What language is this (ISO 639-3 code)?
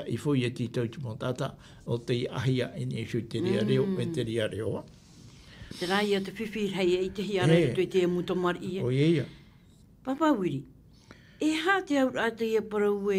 tah